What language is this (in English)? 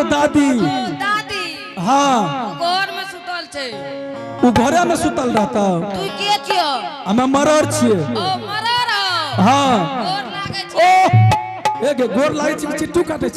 Angika